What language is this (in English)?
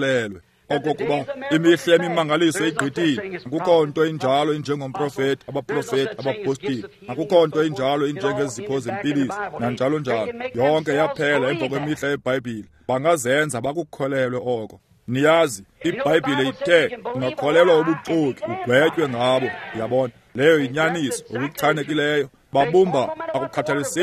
Xhosa